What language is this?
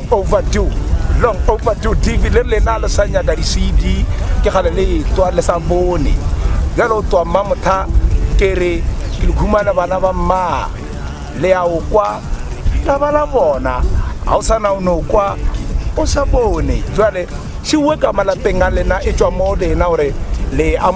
Northern Sotho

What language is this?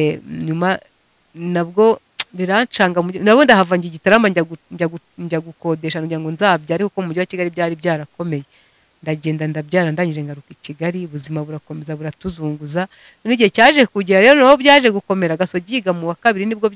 Kinyarwanda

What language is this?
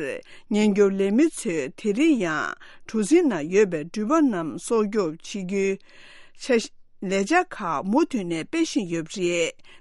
Tibetan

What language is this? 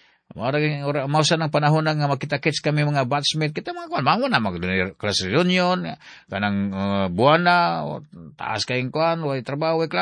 Cebuano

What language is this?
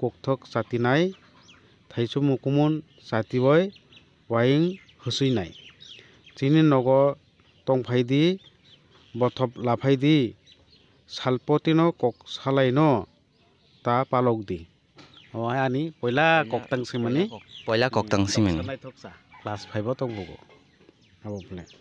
Kok Borok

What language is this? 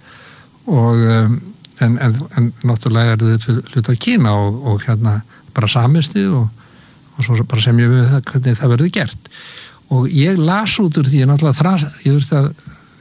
Icelandic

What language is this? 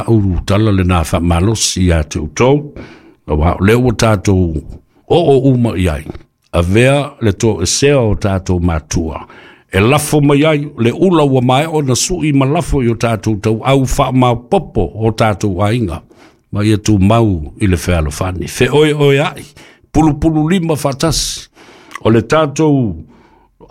Samoan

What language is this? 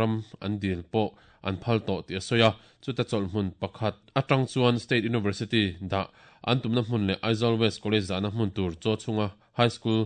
Mizo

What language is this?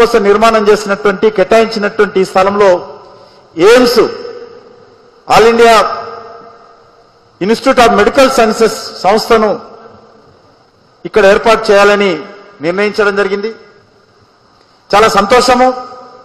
Telugu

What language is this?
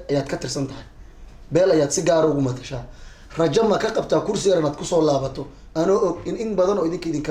Somali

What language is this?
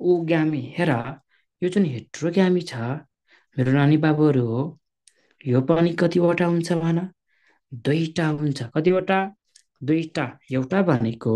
Nepali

